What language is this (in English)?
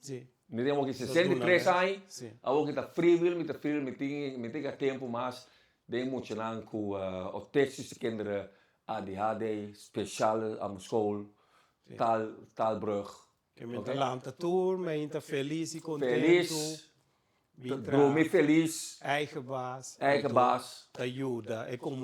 Papiamento